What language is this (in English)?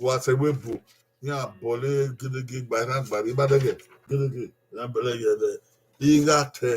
Bini